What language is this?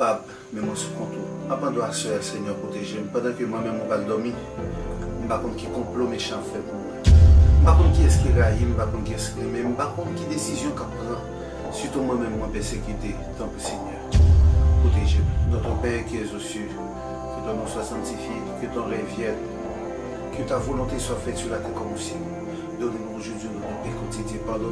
Haitian Creole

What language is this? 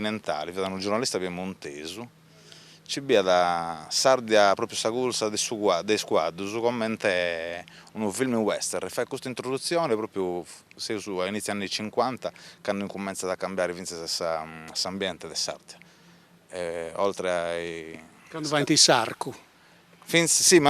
Sardinian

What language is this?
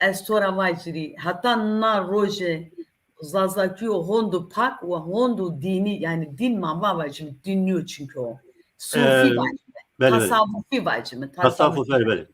Zaza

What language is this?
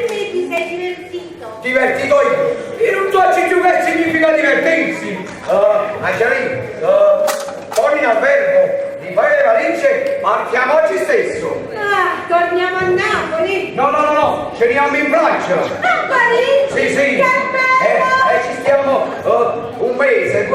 Neapolitan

